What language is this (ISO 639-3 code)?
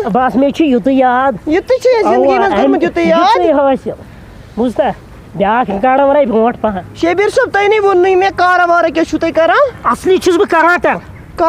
kas